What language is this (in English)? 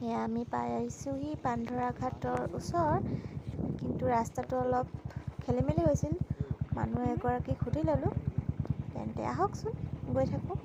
Assamese